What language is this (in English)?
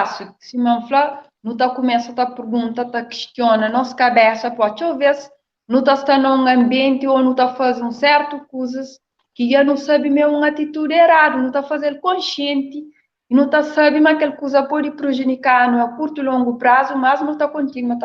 Kabuverdianu